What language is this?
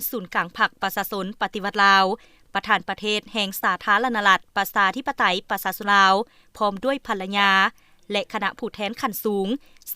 Lao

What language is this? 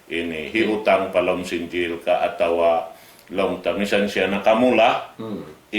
Tausug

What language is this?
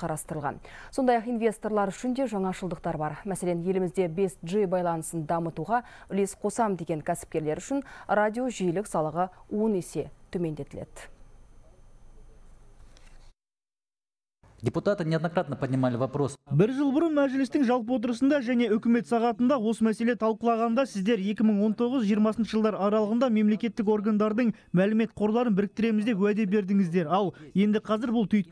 Kazakh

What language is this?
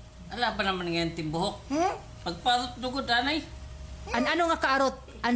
Waray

